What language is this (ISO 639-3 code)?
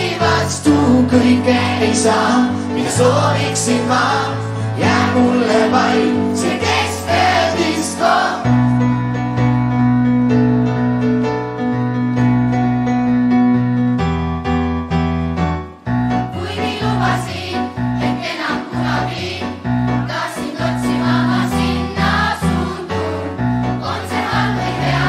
est